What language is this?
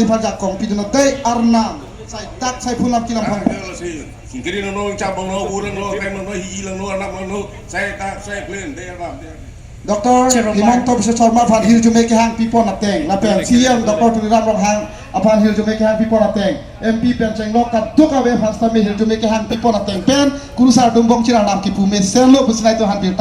Karbi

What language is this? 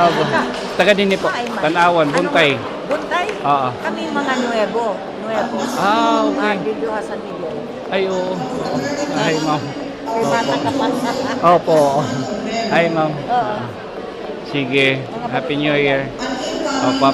Waray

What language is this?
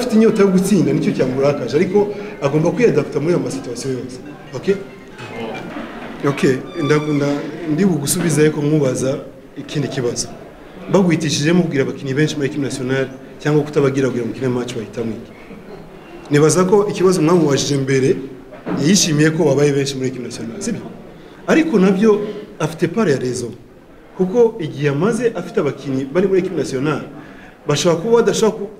Kinyarwanda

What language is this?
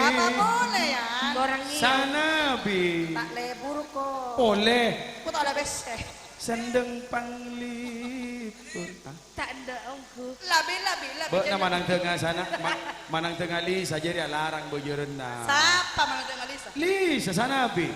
Madurese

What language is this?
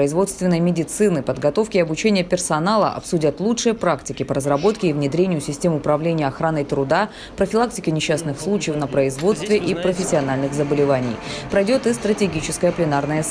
Russian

